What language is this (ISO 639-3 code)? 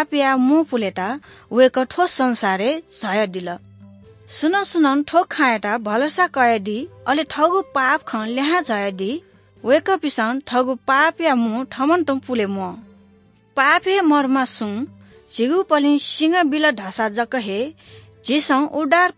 new